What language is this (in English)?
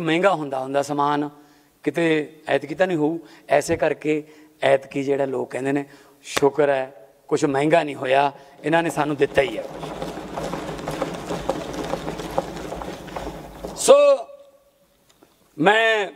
Punjabi